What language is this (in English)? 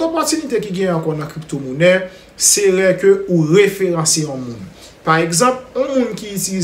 Haitian Creole